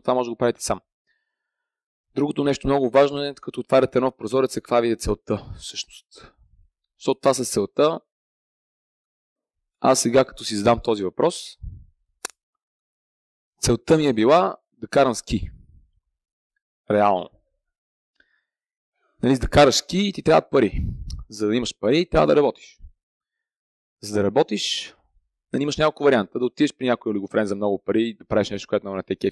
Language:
Bulgarian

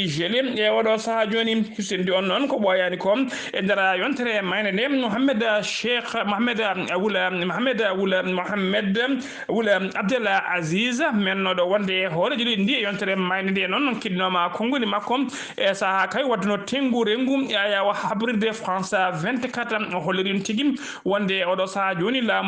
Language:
Fula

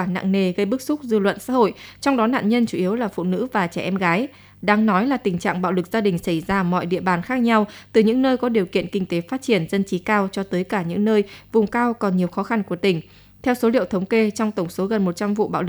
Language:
Vietnamese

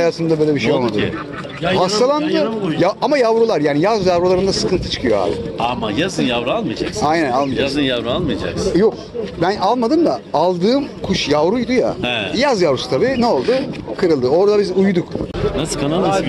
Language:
Turkish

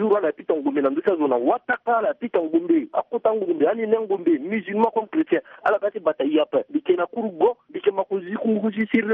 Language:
Sango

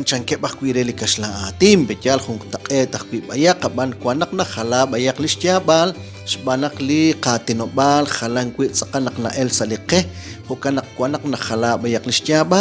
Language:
Kekchí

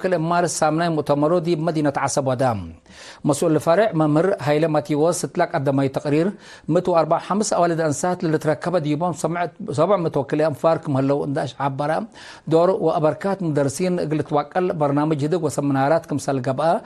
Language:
Tigre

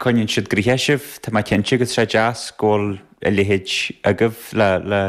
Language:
Irish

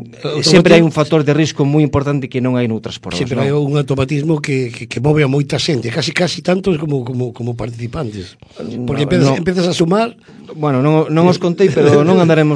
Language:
Galician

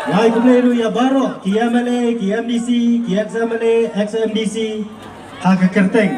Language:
Khasi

